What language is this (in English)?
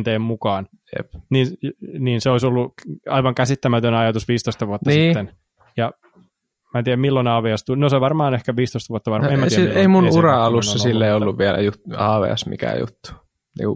Finnish